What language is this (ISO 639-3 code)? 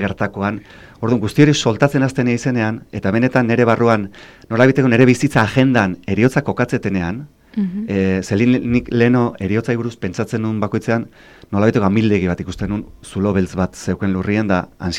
eus